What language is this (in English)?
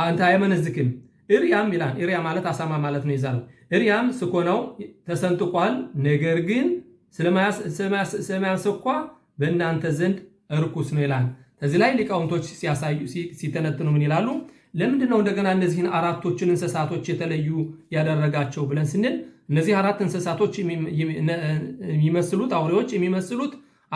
Amharic